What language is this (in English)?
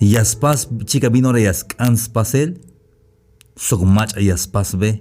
Tzeltal